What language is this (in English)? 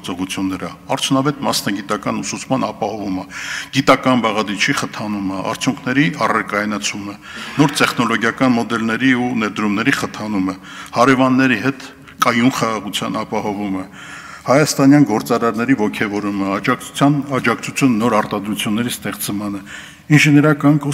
Armenian